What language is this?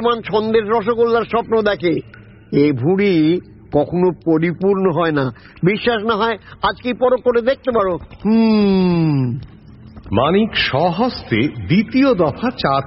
Bangla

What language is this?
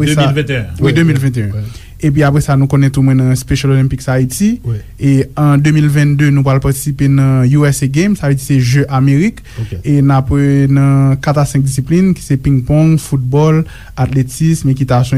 Haitian Creole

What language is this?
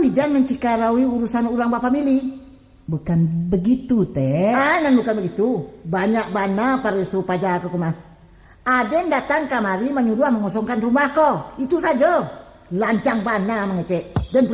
Minangkabau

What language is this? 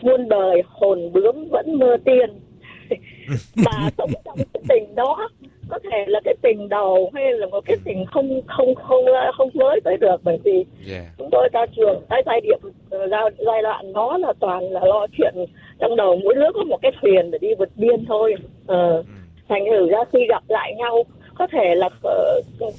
Vietnamese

